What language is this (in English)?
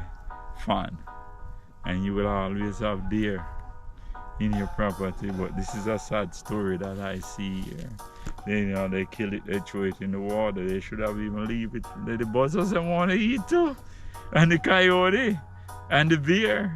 Jamaican Creole English